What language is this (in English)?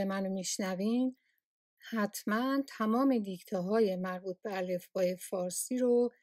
Persian